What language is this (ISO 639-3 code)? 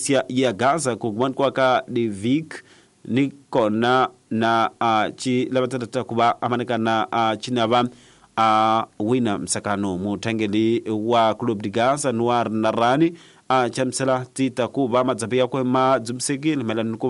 tso